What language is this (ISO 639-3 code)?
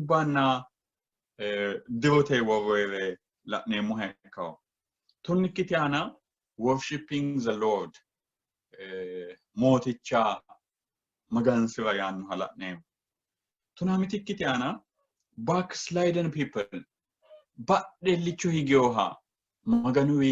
sid